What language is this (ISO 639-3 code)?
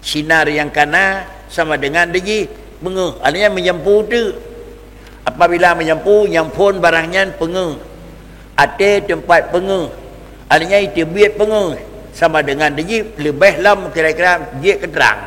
ace